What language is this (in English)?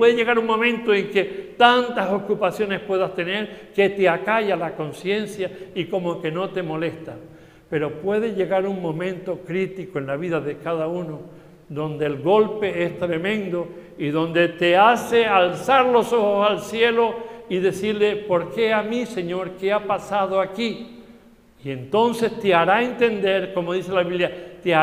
Spanish